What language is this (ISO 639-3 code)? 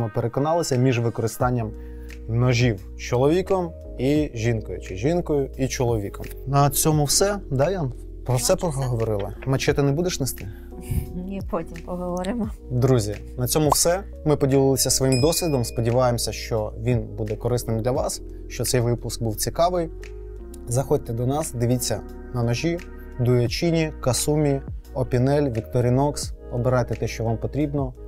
ukr